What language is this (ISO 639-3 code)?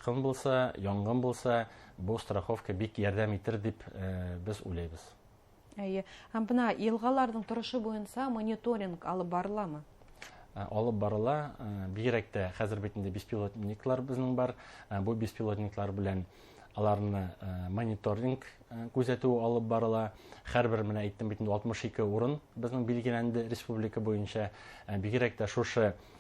bak